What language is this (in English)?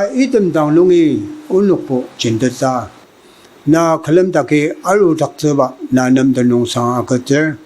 Ao Naga